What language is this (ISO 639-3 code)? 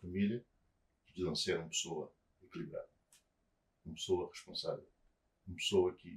kea